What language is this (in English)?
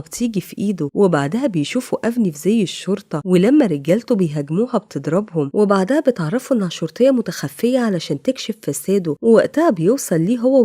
Egyptian Arabic